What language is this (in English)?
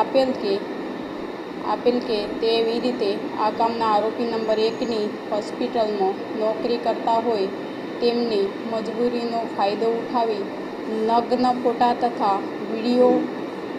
Gujarati